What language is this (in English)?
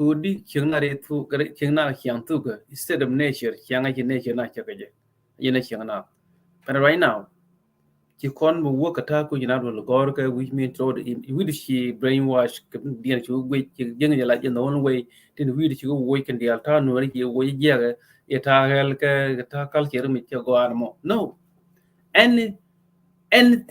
Nuer